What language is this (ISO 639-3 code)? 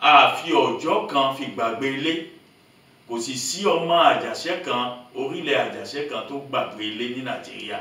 yor